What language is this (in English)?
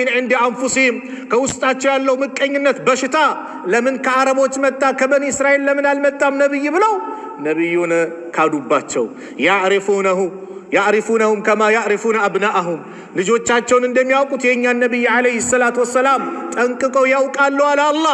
Amharic